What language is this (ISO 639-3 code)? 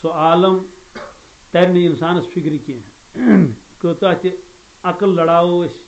kas